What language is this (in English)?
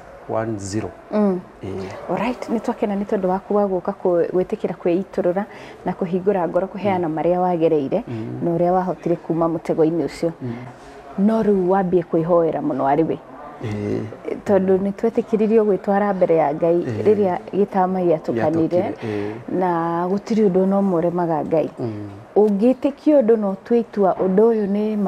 Kikuyu